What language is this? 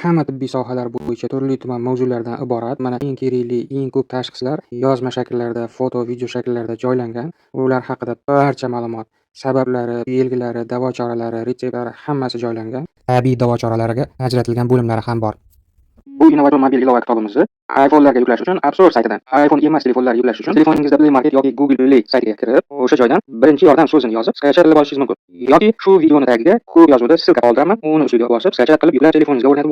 Uzbek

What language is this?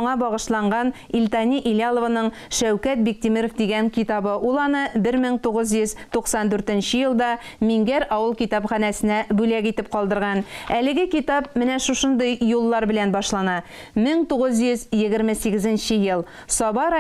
Tatar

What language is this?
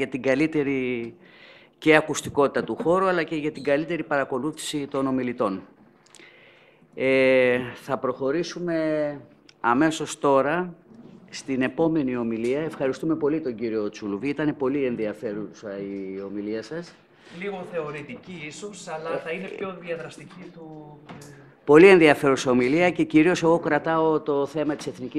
Greek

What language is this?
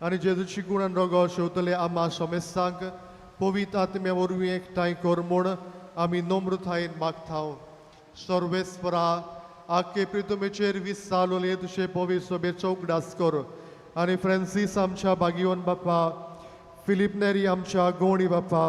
Konkani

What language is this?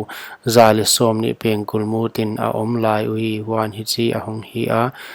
Paite Chin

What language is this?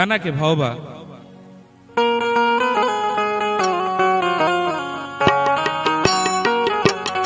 Bhojpuri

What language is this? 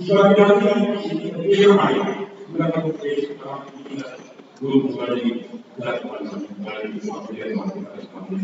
Batak Simalungun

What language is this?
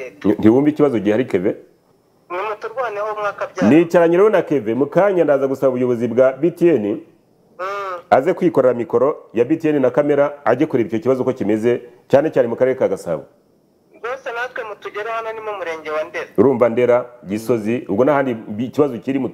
Kinyarwanda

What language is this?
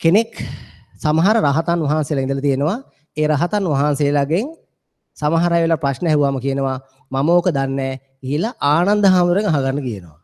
Sinhala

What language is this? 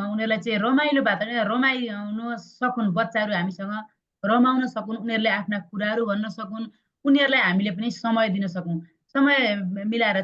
Nepali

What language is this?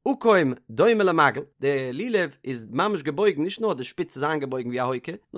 Yiddish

